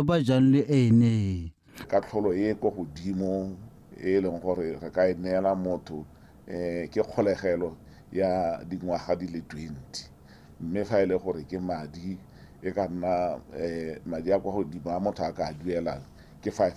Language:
Tswana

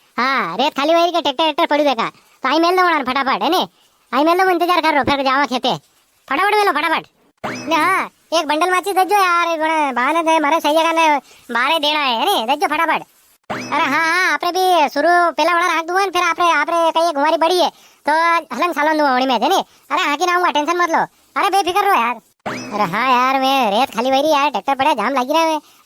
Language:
Rajasthani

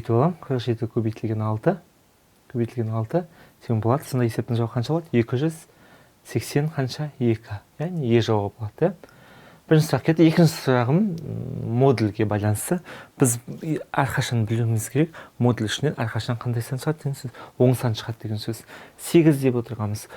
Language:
Kazakh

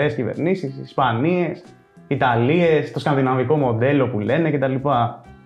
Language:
Greek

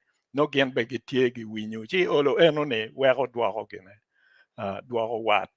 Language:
Acoli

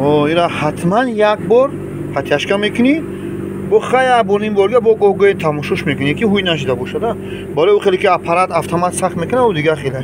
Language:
Tajik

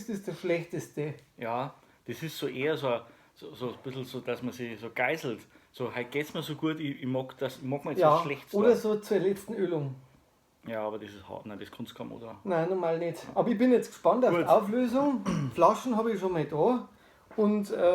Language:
Bavarian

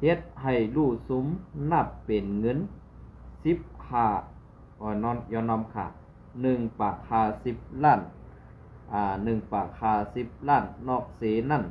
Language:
Shan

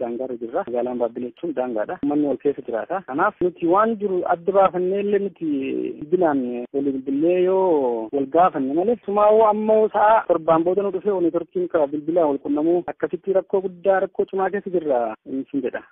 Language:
Oromo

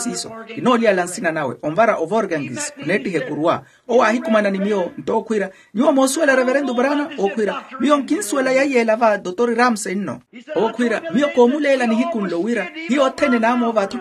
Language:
Makhuwa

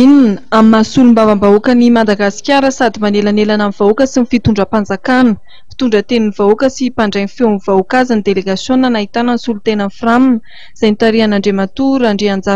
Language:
Malagasy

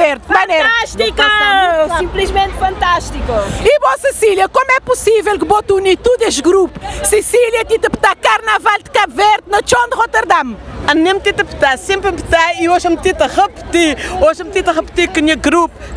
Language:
Kabuverdianu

